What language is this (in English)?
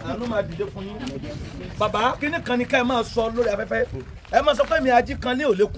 Yoruba